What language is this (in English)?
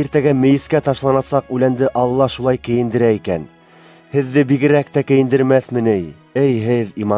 Bashkir